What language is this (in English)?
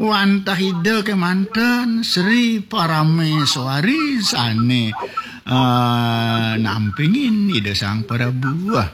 Balinese